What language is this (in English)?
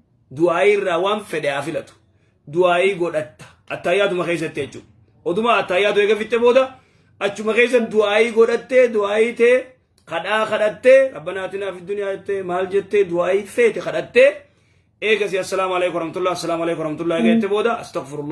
Oromo